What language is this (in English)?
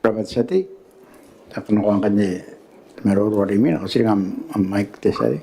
Gilbertese